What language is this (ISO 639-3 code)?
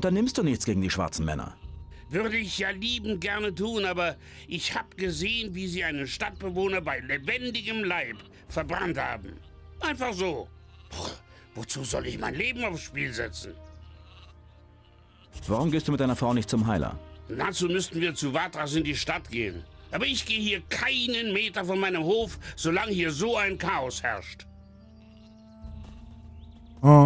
deu